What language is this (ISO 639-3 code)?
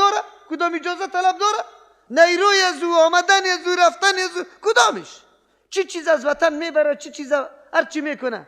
fas